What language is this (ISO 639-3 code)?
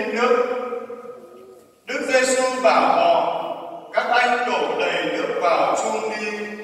vie